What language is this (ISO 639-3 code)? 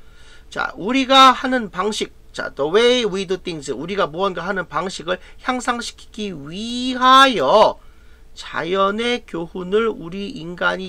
kor